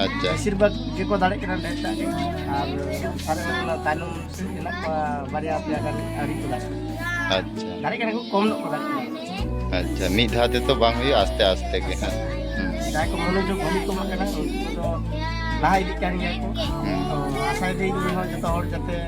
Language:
Santali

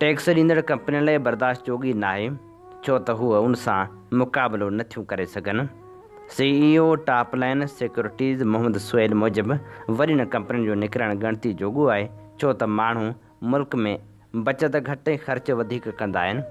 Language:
Sindhi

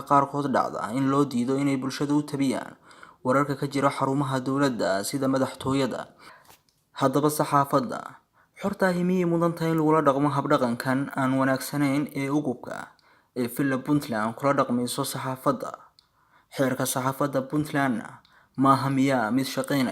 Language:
Somali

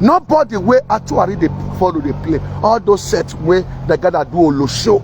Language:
Nigerian Pidgin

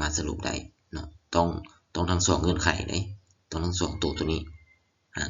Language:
Lao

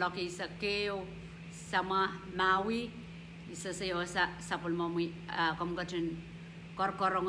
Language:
Pohnpeian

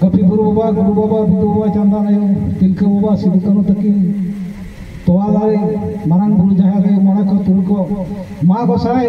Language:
Santali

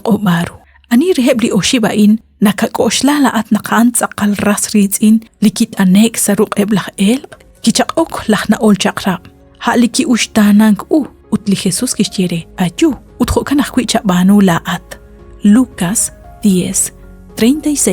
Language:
Kekchí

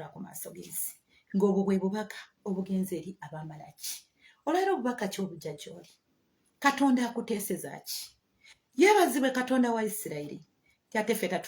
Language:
Ganda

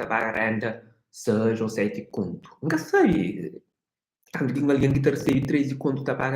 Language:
Kabuverdianu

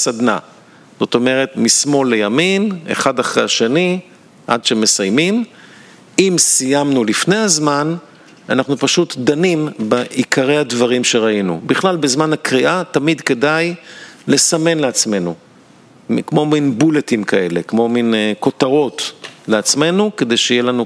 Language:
Hebrew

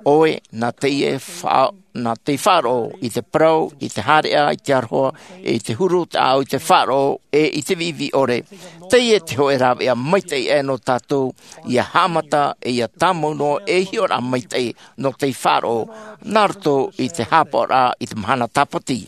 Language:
Tahitian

